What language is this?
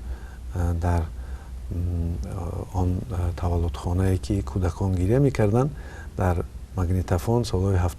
Tajik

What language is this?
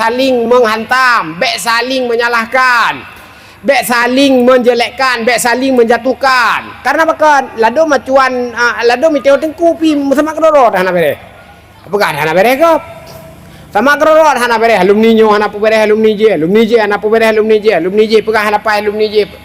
Achinese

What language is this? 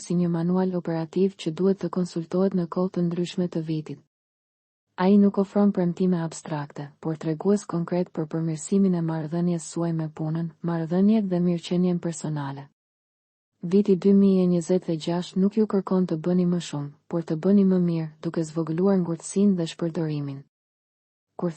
Albanian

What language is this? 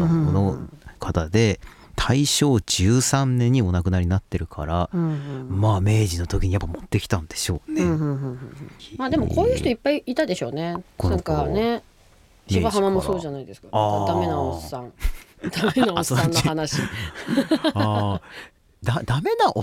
Japanese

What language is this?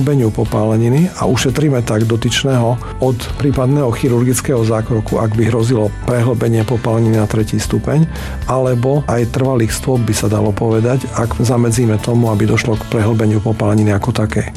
Slovak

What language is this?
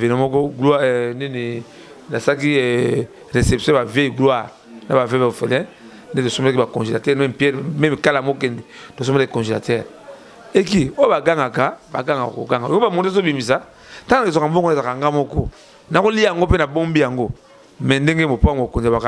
Lingala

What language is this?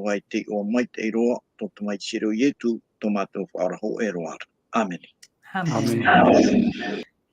Tahitian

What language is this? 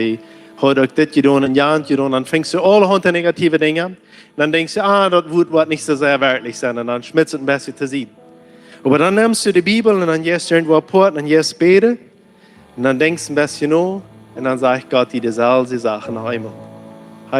Plautdietsch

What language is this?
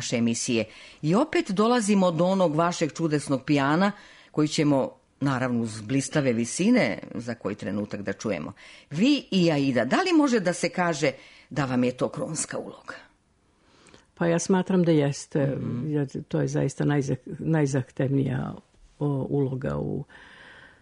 Serbian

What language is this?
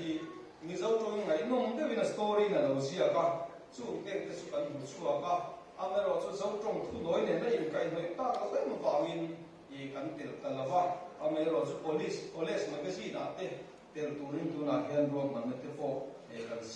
Mizo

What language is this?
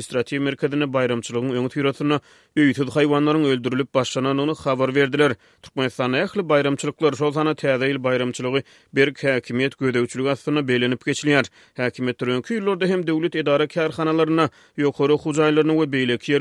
Turkmen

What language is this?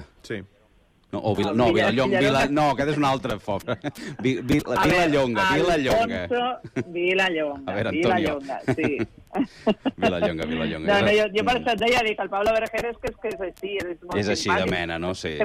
Catalan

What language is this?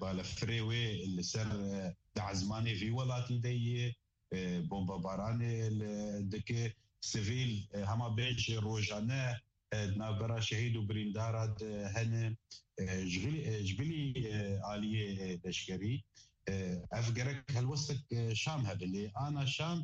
Kurdish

